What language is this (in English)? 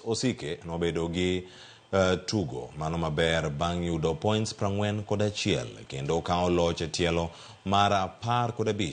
Luo (Kenya and Tanzania)